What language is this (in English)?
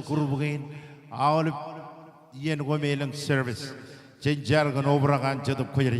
Marshallese